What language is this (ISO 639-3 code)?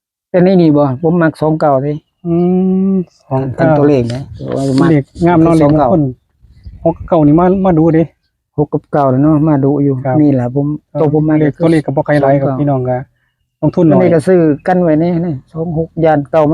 tts